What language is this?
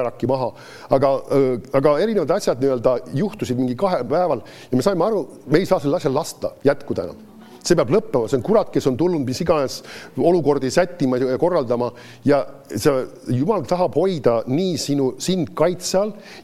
Estonian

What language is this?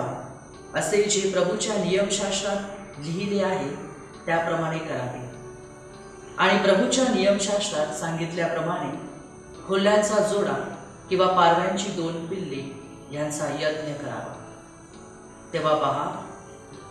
Marathi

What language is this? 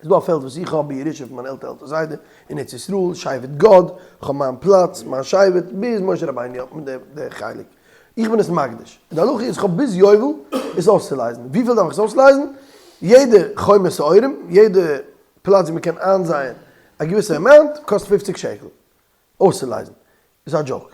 Yiddish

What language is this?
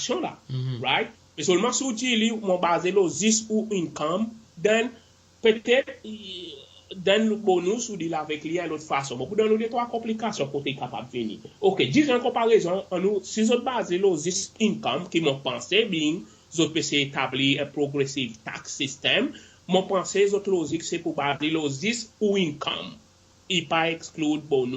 Seselwa Creole French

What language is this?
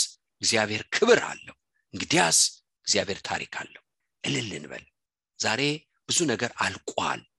Amharic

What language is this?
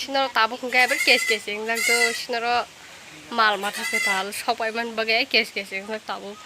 Kok Borok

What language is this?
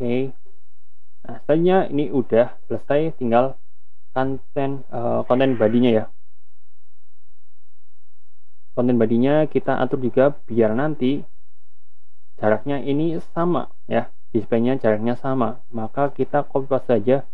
Indonesian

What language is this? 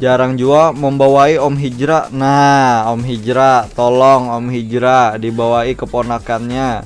Banjar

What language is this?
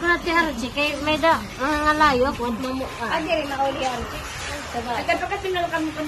Waray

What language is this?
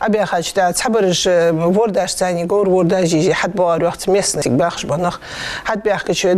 Ingush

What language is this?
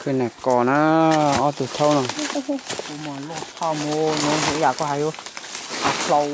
Hmong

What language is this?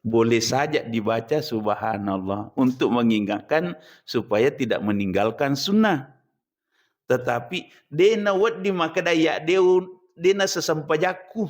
Buginese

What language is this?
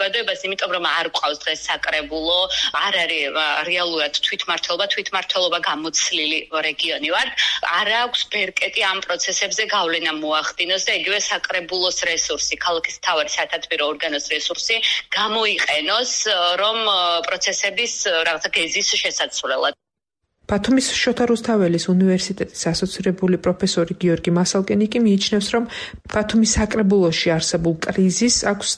Georgian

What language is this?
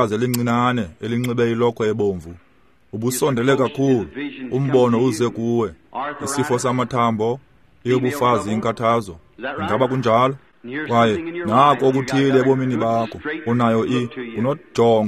Xhosa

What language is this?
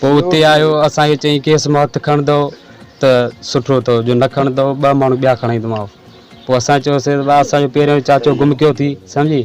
Sindhi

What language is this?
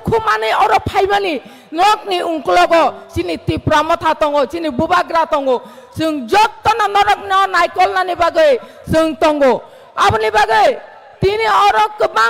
Kok Borok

